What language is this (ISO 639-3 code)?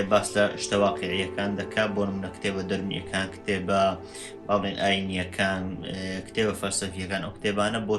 ckb